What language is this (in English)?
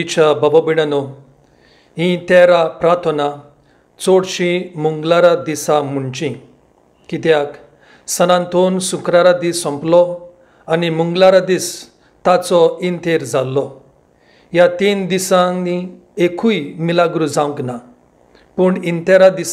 Konkani